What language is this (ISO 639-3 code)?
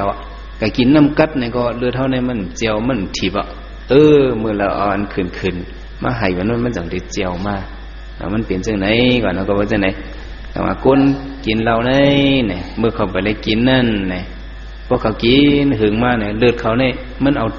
shn